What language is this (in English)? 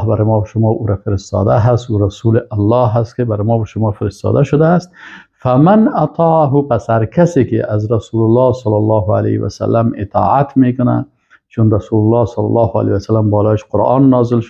Persian